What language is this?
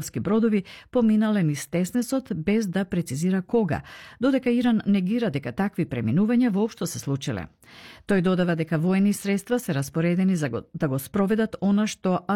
Macedonian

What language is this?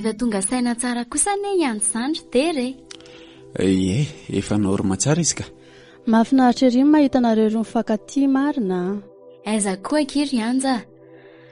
Malagasy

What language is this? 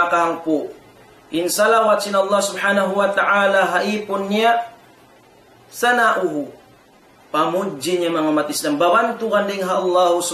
Tausug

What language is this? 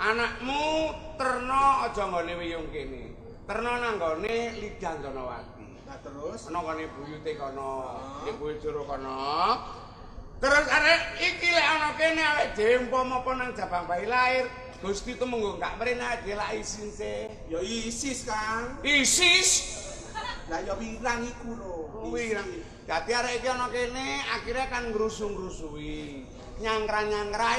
Javanese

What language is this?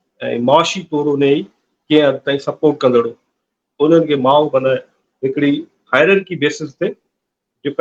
Sindhi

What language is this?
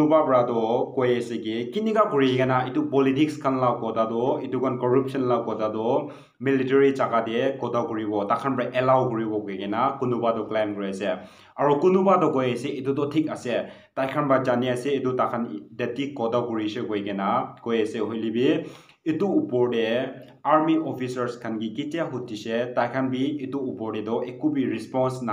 Naga Pidgin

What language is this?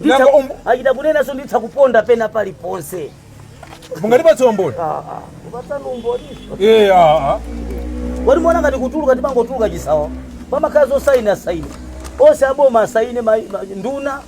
Nyanja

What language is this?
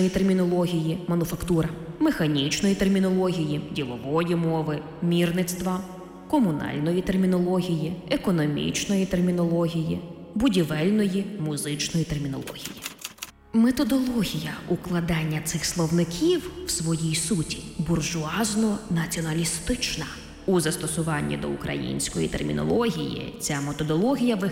Ukrainian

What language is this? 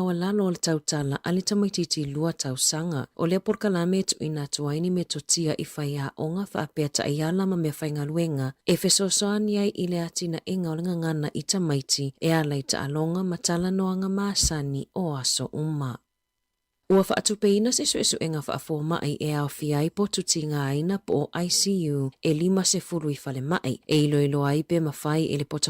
Samoan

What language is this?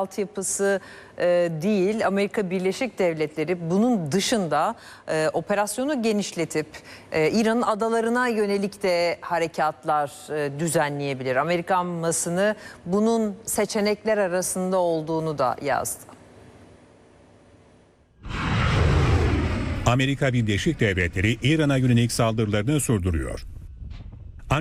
Turkish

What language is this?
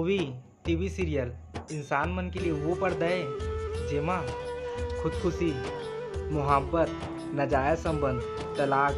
Chhattisgarhi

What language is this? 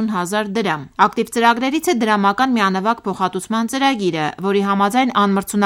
Armenian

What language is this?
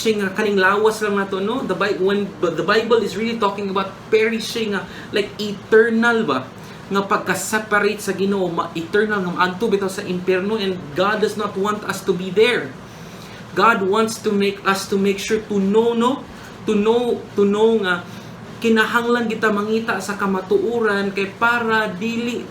Cebuano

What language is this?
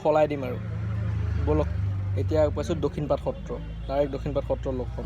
Assamese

